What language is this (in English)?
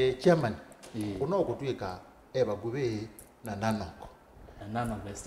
Kamba